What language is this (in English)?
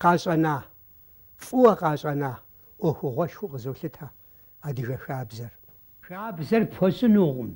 Kabardian